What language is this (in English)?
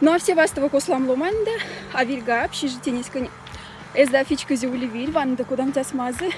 Moksha